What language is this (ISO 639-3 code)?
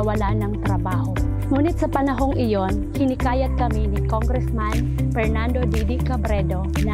bik